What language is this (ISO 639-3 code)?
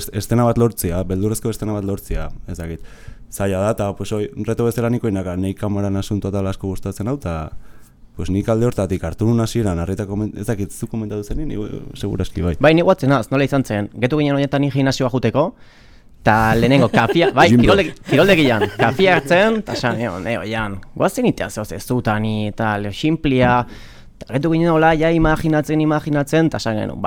eus